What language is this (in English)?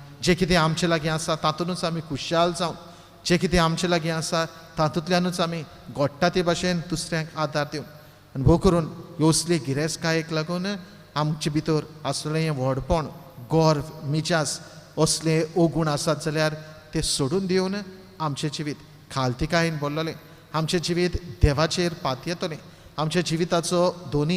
Konkani